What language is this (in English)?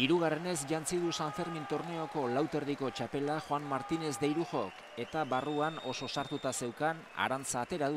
Basque